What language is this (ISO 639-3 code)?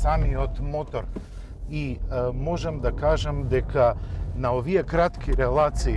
mkd